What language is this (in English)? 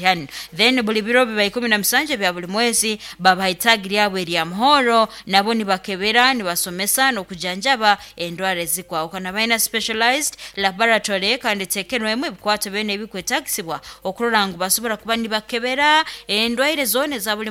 Nyankole